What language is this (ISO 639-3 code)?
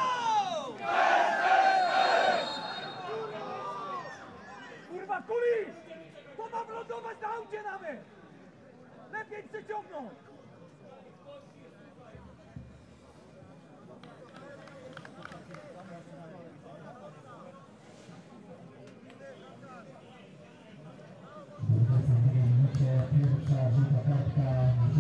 pol